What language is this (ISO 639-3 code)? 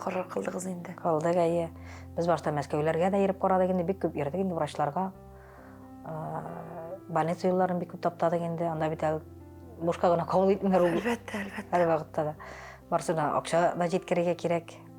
tat